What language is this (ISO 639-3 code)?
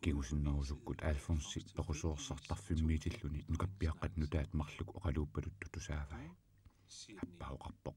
kal